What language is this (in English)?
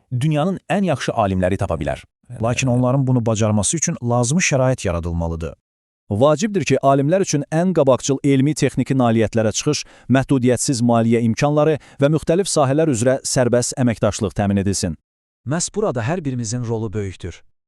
Azerbaijani